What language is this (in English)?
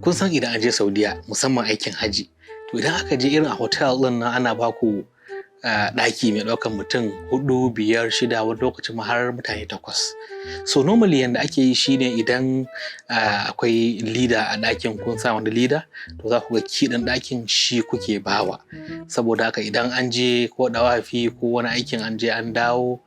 Hausa